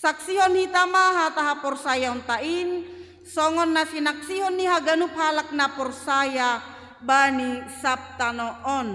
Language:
Batak Simalungun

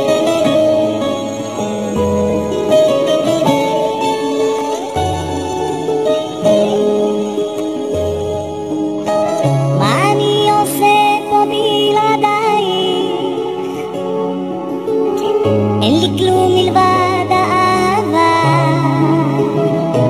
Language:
Hebrew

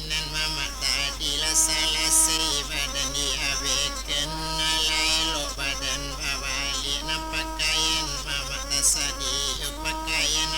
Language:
Minangkabau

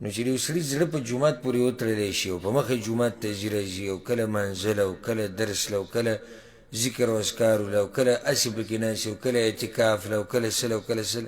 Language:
Pashto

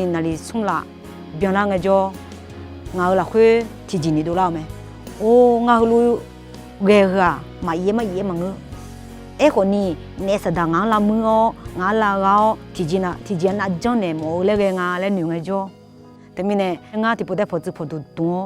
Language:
Akha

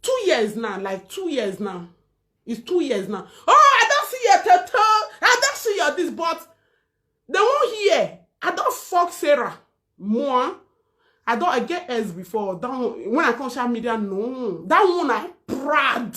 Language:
Nigerian Pidgin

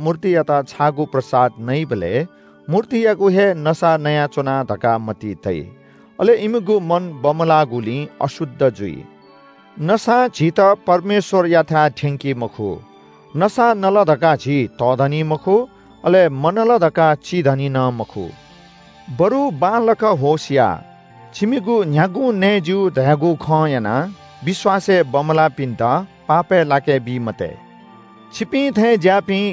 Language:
Newari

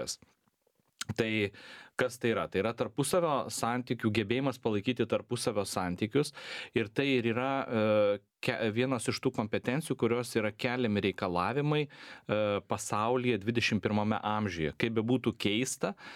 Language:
Lithuanian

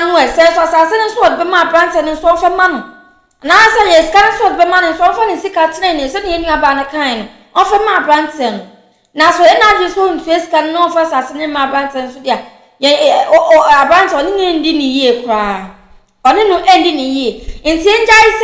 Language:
Akan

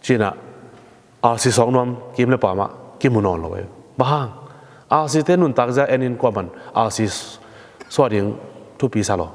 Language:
Tedim Chin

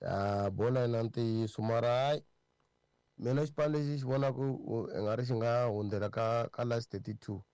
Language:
Tsonga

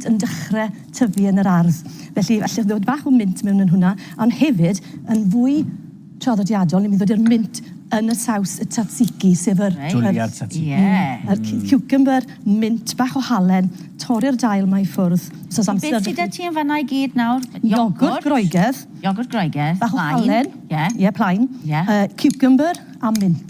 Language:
Welsh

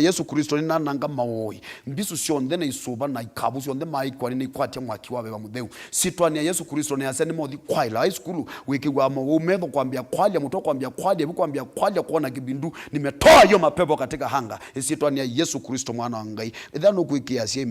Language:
Kamba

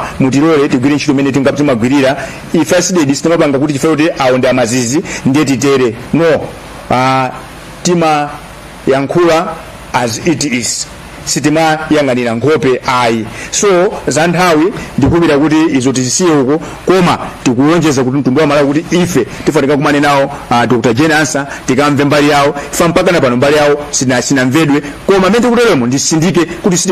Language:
Nyanja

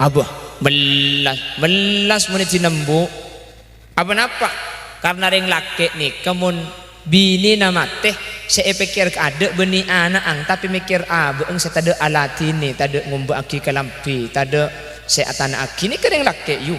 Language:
Madurese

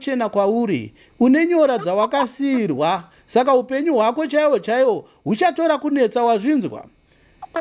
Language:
Shona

